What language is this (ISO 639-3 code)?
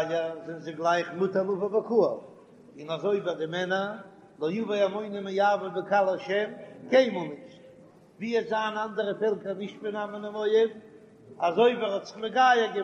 yid